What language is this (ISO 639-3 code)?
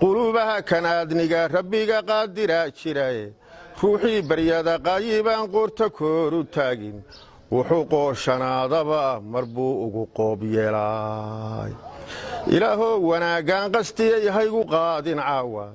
som